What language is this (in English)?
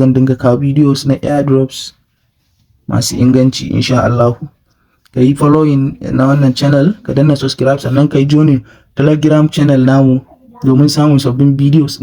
Hausa